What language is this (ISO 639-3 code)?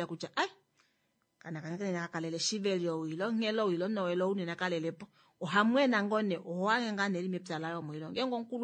kua